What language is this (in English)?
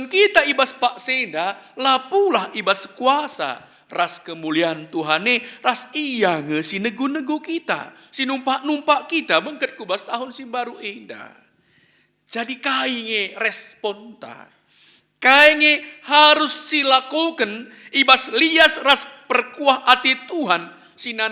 Batak Karo